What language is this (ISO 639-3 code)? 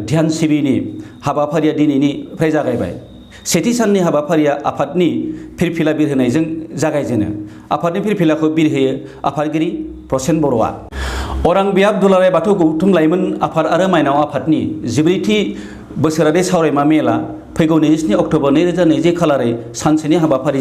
brx